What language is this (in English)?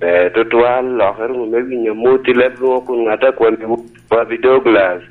Lango (Uganda)